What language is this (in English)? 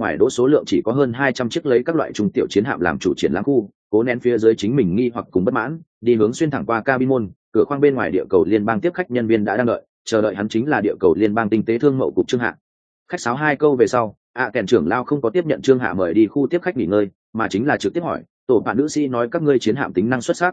Vietnamese